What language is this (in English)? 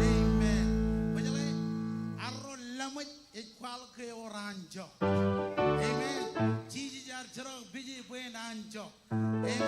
Marshallese